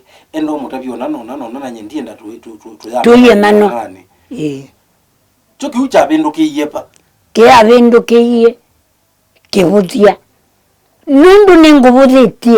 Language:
Kamba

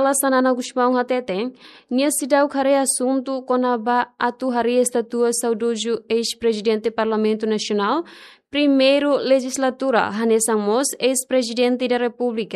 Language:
Tetum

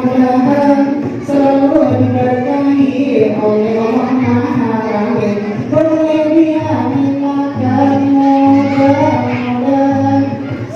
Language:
Banjar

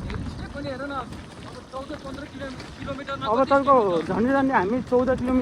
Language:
Nepali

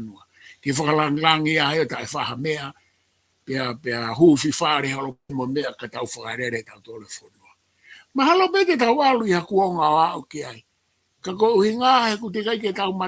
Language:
Tongan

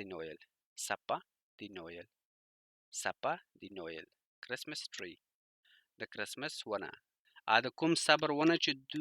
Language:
Pashto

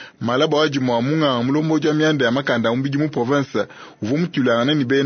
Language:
Luba-Lulua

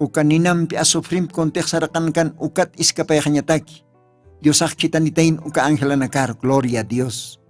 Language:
Aymara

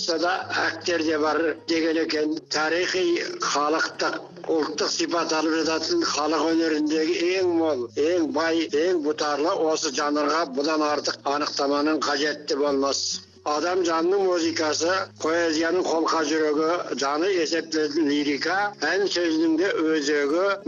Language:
Kazakh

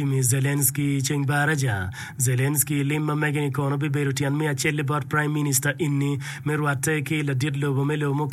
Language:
Acoli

